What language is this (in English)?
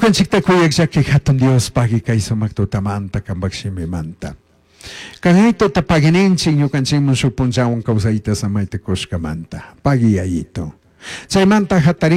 Chimborazo Highland Quichua